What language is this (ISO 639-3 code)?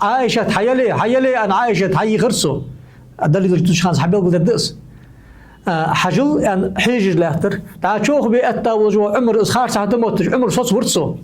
inh